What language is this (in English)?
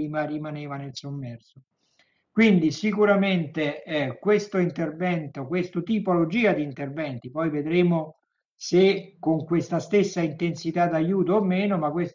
Italian